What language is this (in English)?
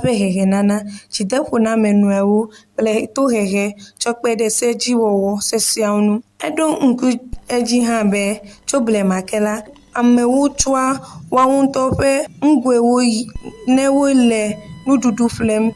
Ewe